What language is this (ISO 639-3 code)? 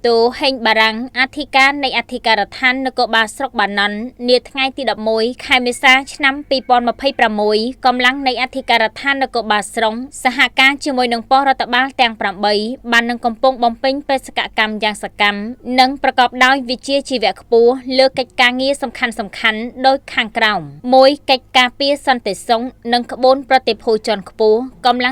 khm